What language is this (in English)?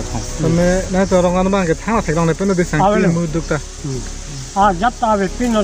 Karbi